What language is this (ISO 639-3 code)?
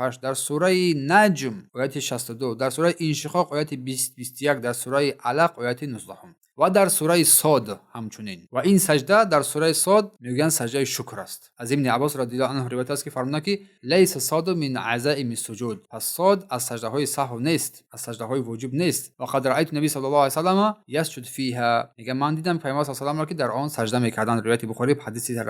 tgk